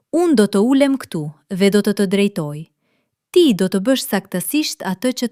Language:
Albanian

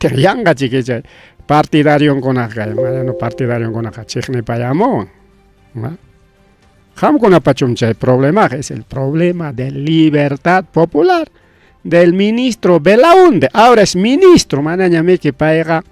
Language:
Ayacucho Quechua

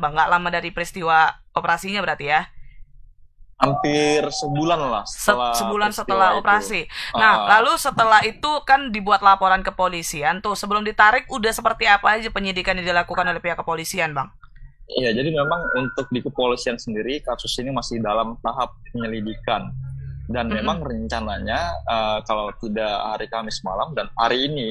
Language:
Indonesian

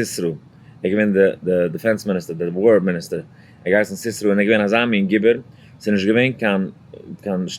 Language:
Yiddish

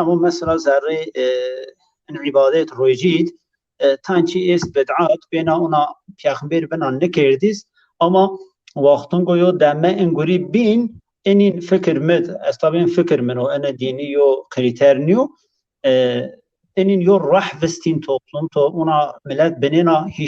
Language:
Zaza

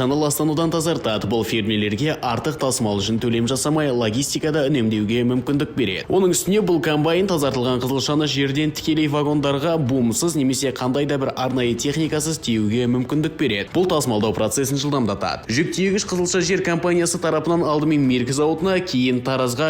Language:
Kazakh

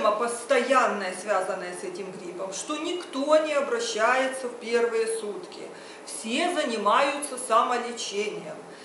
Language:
Russian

